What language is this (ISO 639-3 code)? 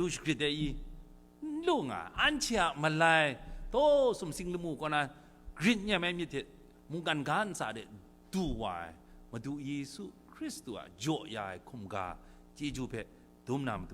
kac